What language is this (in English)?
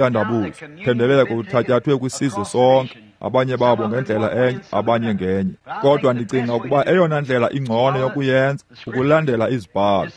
Xhosa